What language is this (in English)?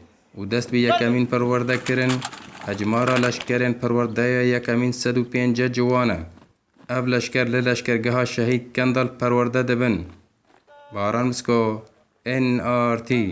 Kurdish